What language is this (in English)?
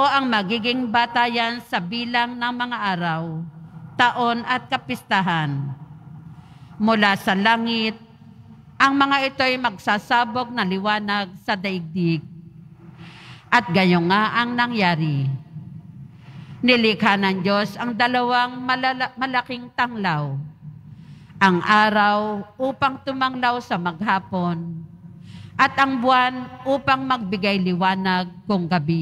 Filipino